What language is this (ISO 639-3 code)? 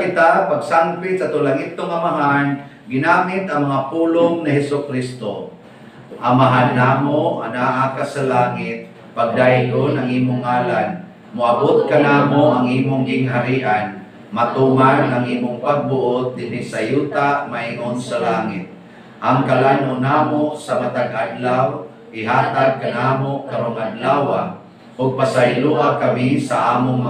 ceb